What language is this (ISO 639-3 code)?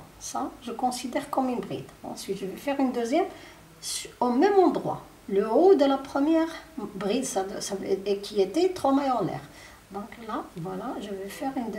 fra